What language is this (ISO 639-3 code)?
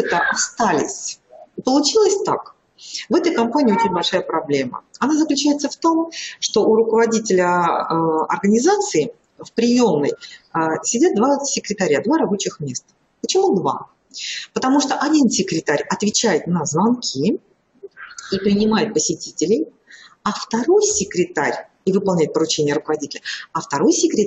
rus